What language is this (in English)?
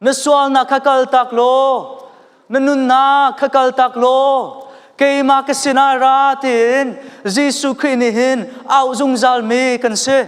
Hakha Chin